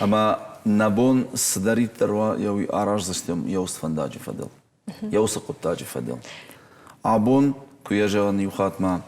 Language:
Ossetic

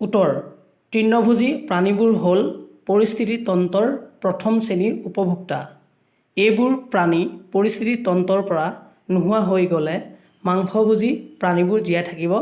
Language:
Assamese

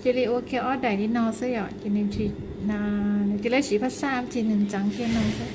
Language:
Hmong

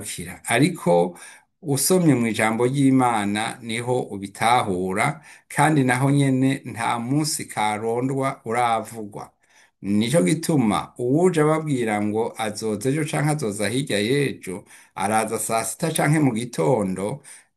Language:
Rundi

